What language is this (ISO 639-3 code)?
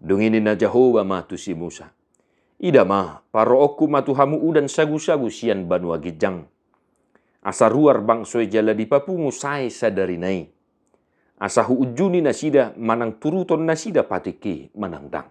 bbc